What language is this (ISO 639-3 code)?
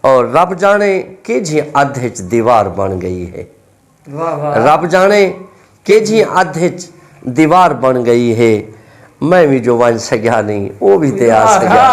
skr